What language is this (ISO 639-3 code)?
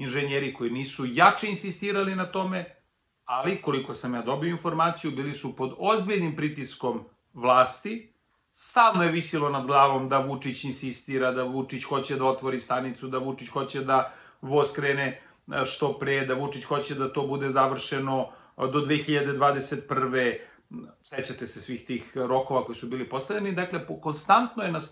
srp